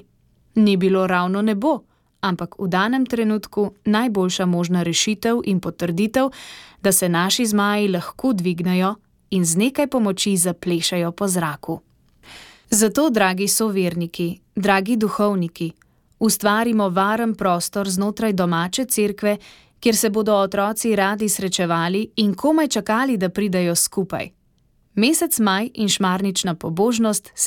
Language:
Slovenian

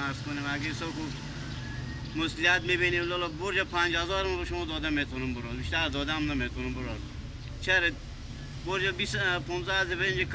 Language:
Persian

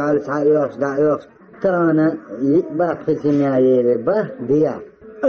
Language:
Chechen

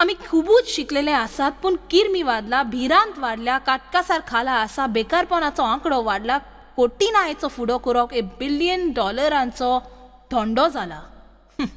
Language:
Konkani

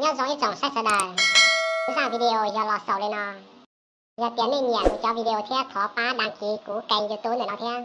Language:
Hmong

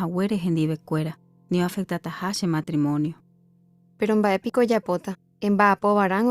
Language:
Guarani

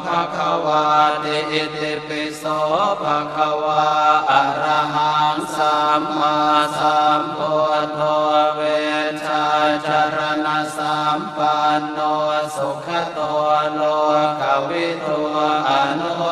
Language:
Pali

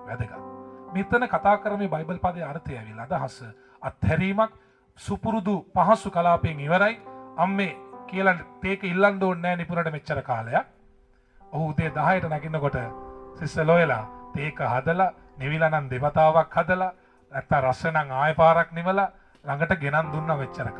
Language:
Sinhala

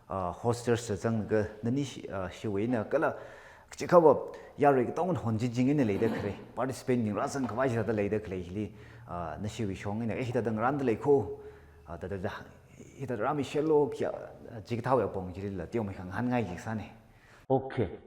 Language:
Tangkhul Naga (India)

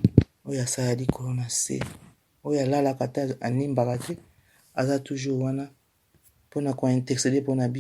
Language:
Lingala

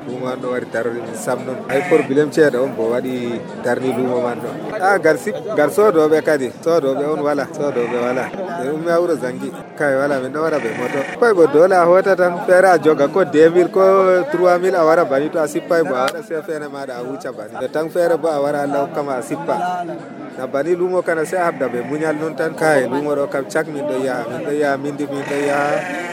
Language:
Nigerian Fulfulde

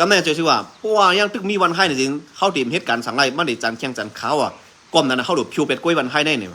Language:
Shan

